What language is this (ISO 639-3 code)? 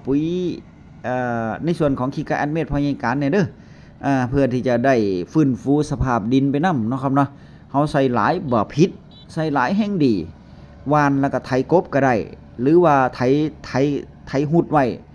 tts